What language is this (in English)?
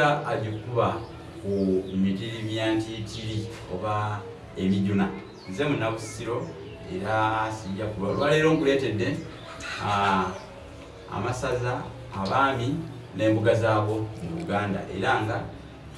Ganda